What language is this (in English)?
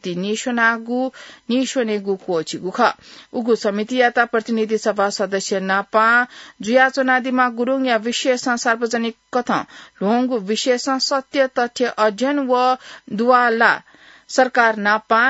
Newari